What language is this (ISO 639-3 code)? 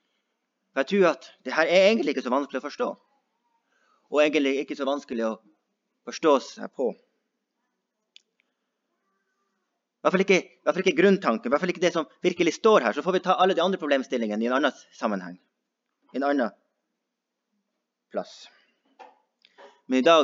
nor